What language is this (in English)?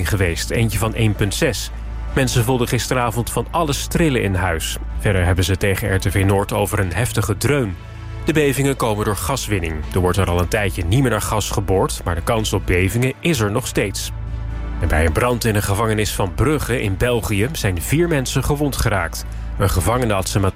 Dutch